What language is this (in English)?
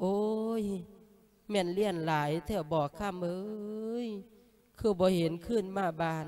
Lao